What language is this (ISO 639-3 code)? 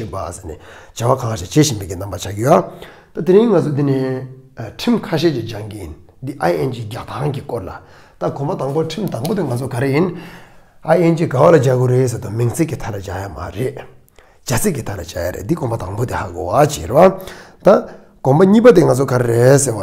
bod